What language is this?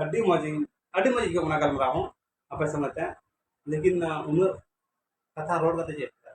Santali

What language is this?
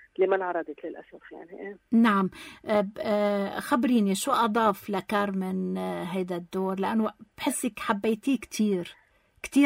North Levantine Arabic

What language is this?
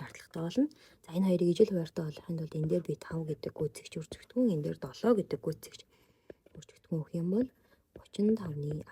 Mongolian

